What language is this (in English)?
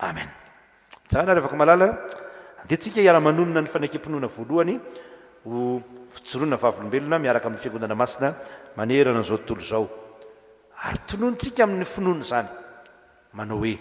Malagasy